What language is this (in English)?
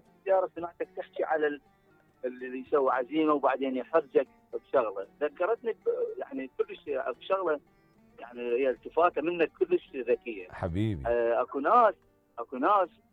Mesopotamian Arabic